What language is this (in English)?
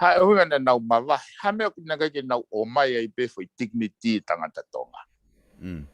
Tongan